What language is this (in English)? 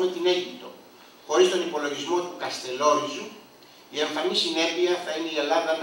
Greek